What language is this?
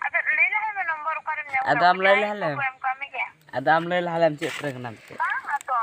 Santali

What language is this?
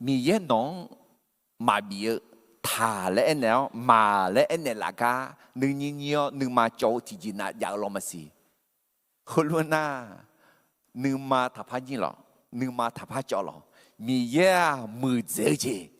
Akha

